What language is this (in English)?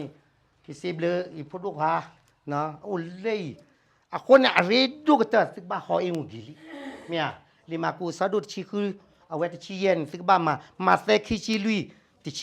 S'gaw Karen